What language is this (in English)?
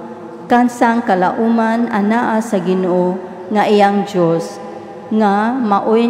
Cebuano